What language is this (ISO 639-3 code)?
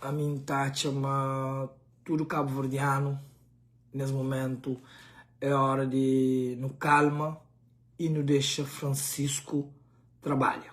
kea